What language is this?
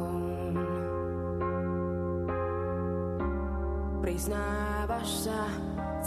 Slovak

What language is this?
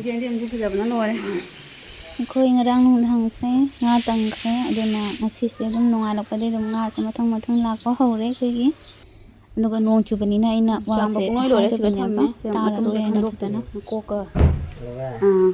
Manipuri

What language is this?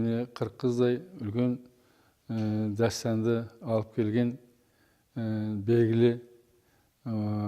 Kara-Kalpak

